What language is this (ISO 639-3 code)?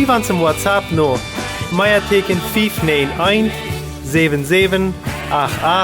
pdt